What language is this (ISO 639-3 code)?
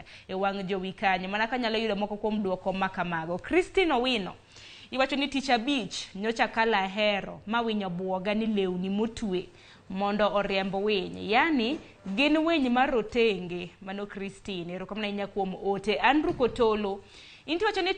luo